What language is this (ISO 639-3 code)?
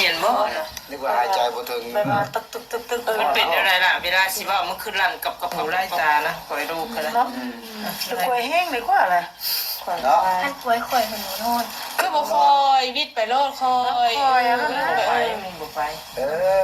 tts